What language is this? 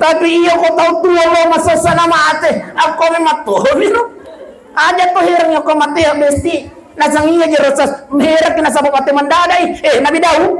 Buginese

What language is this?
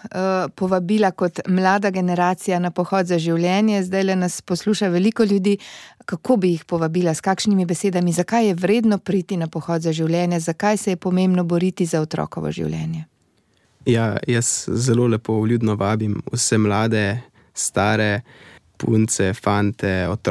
Slovenian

